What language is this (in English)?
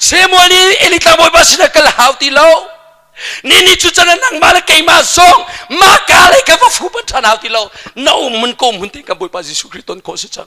Hakha Chin